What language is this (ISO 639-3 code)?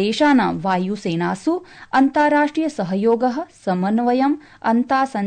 san